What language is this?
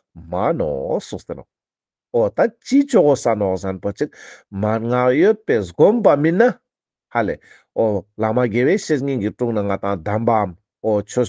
Ladakhi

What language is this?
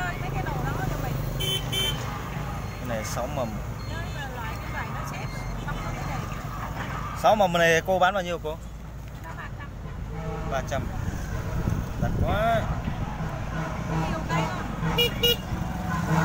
Vietnamese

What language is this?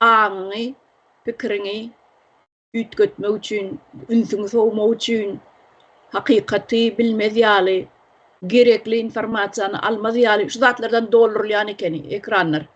Turkmen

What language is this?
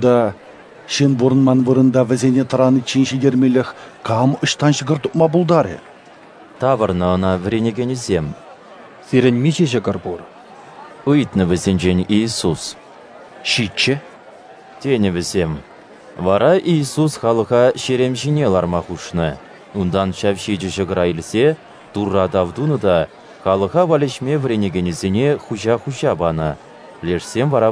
Chuvash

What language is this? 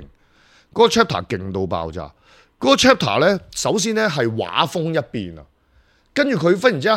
Cantonese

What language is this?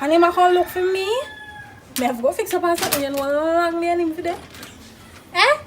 Jamaican Creole English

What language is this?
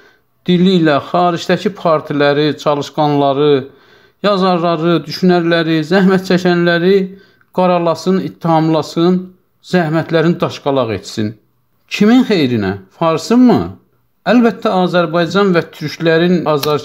South Azerbaijani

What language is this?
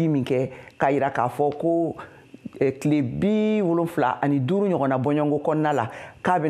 Bambara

